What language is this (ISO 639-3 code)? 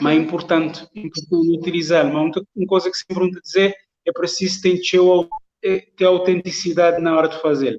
kea